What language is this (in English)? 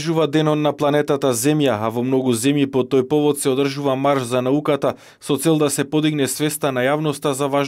Macedonian